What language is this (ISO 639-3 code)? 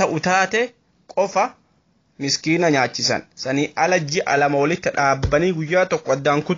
orm